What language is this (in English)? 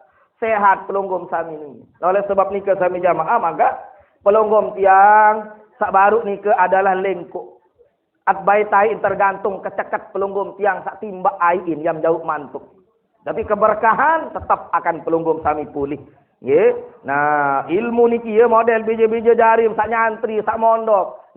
Sasak